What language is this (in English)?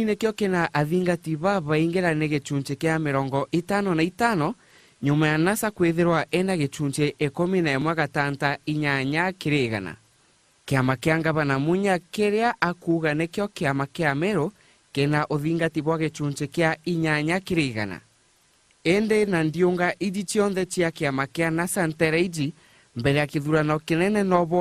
Meru